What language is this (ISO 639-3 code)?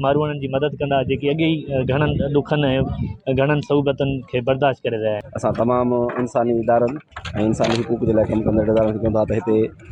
snd